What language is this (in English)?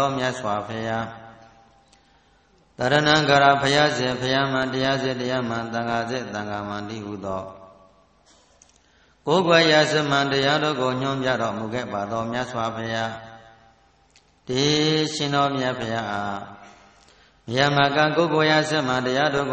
Burmese